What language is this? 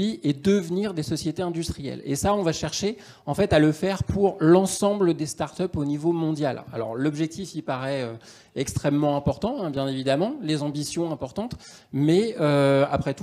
French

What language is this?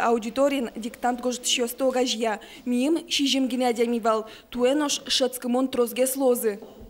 Udmurt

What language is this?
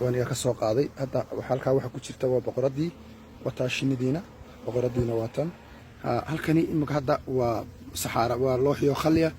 Somali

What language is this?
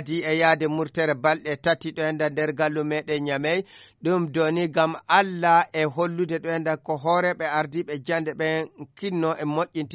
Fula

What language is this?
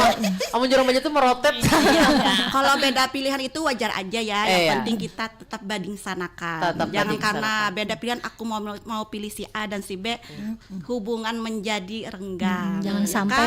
Banjar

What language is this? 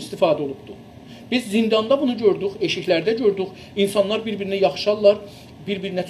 South Azerbaijani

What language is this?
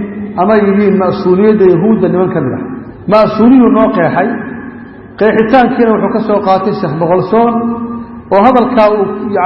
Somali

